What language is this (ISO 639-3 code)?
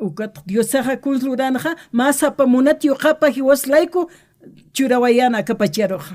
aym